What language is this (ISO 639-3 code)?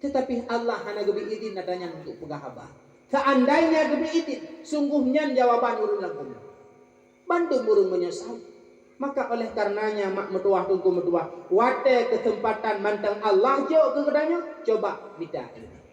ace